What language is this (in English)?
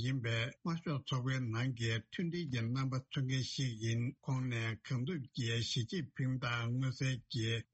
Tibetan